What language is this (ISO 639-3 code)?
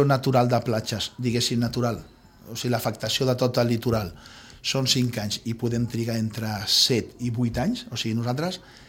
cat